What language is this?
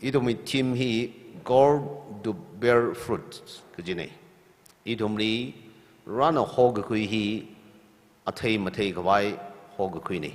Tangkhul Naga (India)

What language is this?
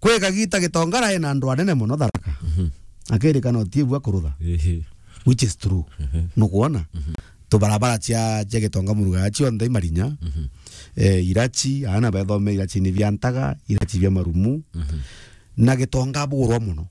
Meru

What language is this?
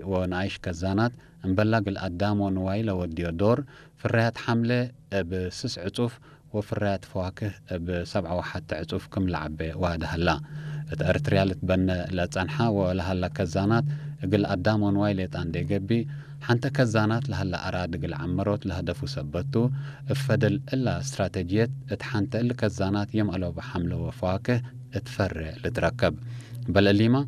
Tigre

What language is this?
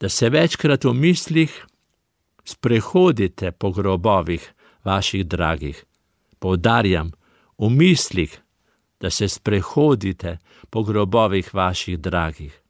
Slovenian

